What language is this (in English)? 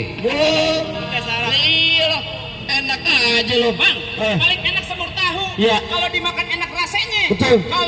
Betawi